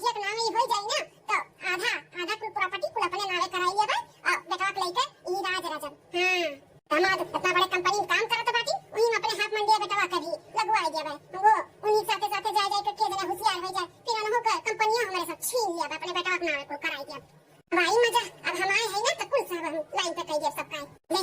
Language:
Awadhi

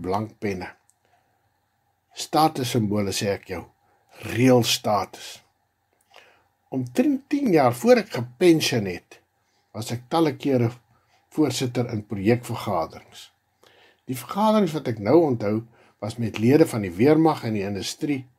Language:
Afrikaans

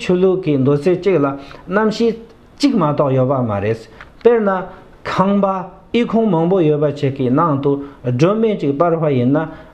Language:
Tibetan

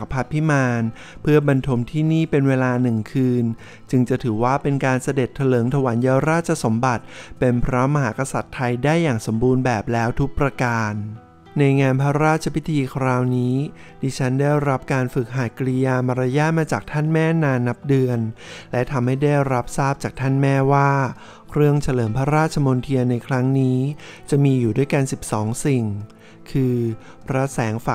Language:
Thai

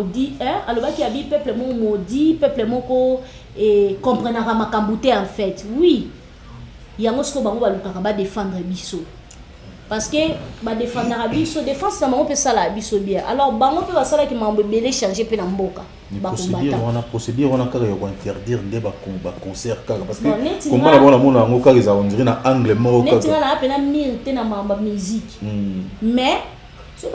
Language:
Lingala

